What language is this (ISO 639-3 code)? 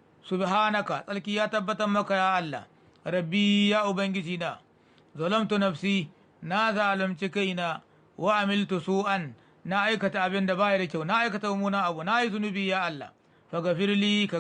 hau